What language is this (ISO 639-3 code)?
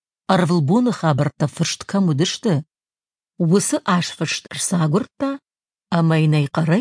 oss